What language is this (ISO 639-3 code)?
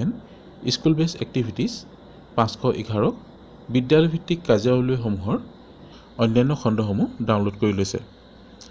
asm